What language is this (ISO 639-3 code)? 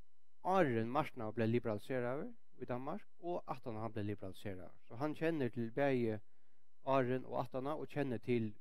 fao